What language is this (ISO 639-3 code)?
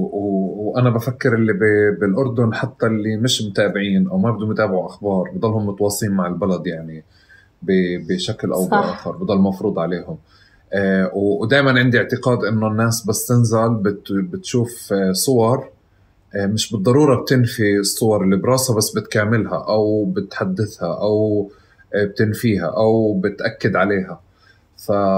apc